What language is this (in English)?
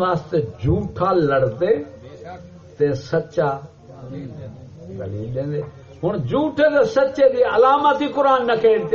Saraiki